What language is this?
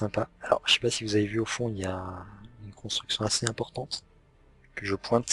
French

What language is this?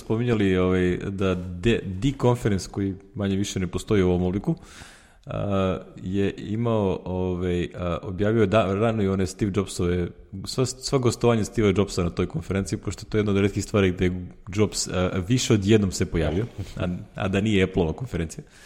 Serbian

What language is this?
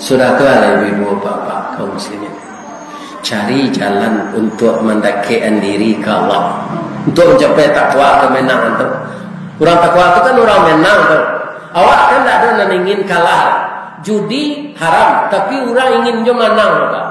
Minangkabau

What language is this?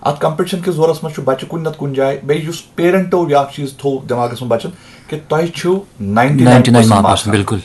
Kashmiri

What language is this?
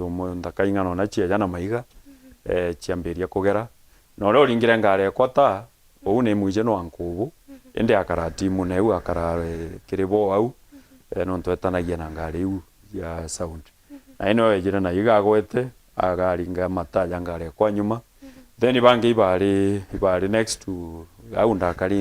Meru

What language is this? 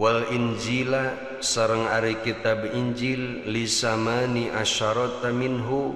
Sundanese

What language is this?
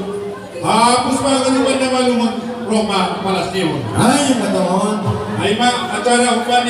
Batak Simalungun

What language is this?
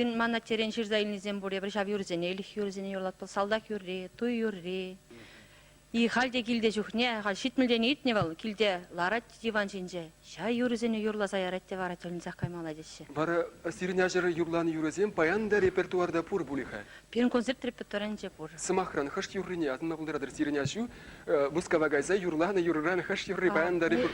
Chuvash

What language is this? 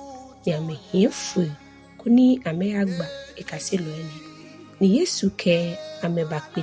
Ga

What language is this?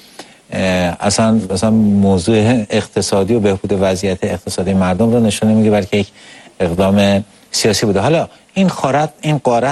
Persian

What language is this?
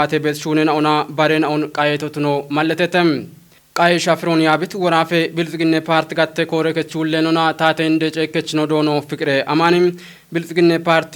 Kafa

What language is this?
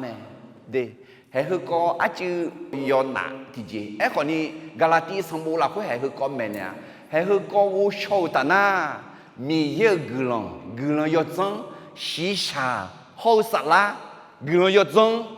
Akha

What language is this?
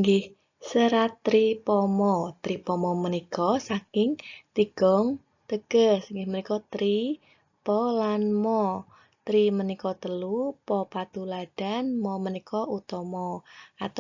Javanese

